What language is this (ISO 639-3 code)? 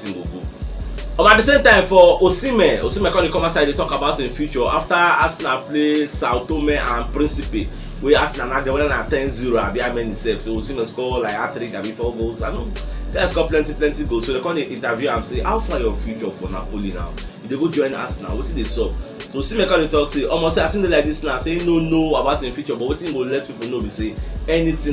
pcm